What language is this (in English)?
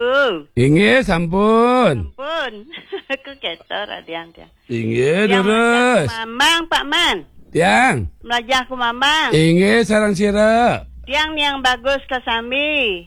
Balinese